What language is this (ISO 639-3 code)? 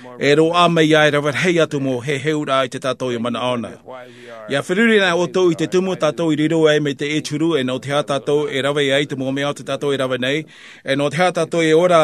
tah